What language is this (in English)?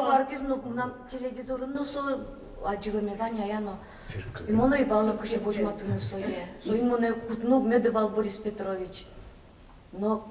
Udmurt